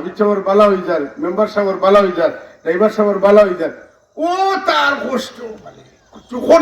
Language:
Sylheti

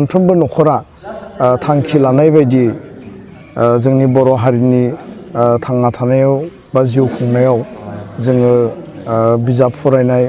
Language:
Bodo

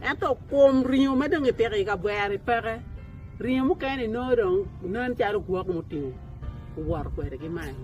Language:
Acoli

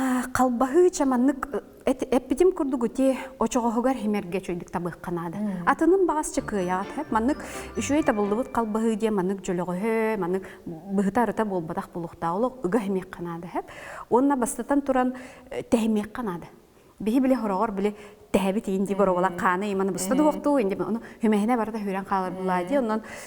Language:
Yakut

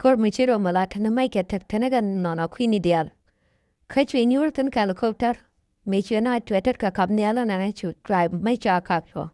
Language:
Nuer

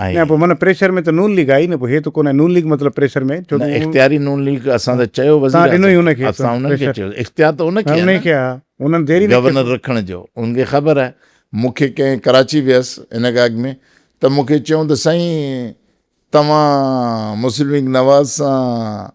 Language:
Sindhi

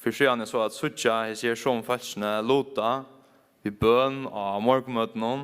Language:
Faroese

